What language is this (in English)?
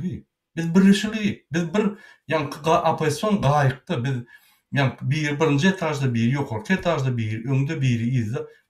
Turkmen